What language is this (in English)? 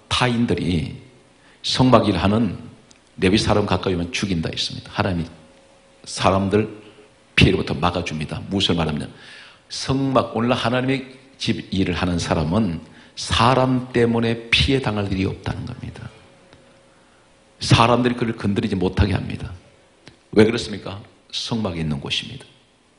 Korean